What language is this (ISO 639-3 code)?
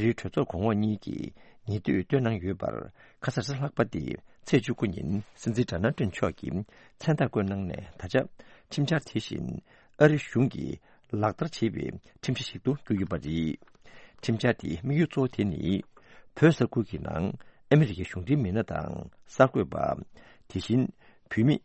bod